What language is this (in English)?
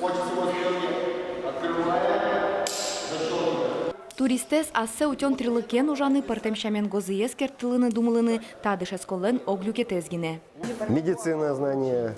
Udmurt